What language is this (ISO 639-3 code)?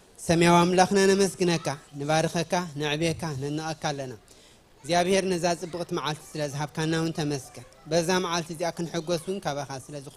tir